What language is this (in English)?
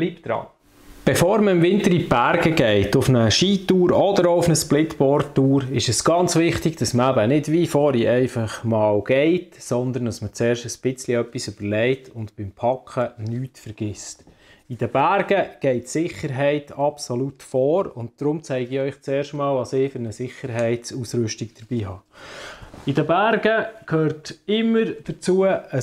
Swiss German